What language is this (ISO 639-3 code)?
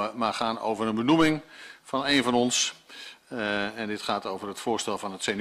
nld